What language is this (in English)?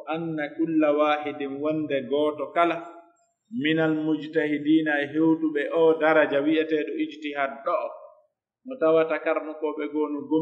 Pular